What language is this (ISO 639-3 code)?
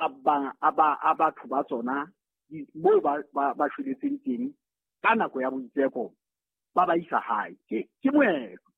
sot